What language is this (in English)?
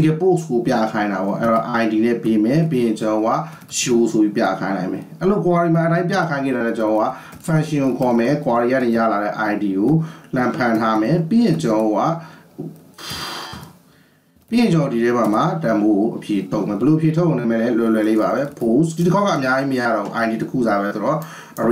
Burmese